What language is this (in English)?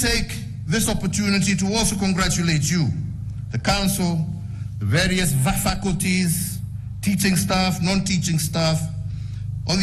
Gusii